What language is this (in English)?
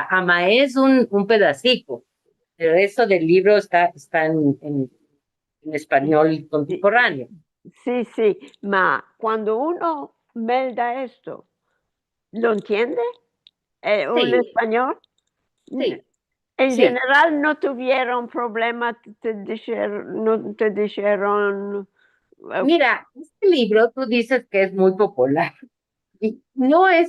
Ladino